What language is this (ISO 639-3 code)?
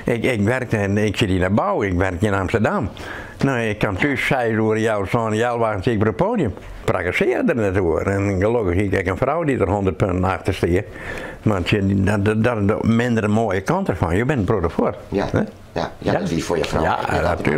fry